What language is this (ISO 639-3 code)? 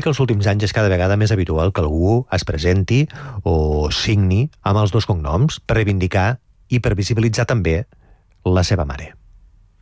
cat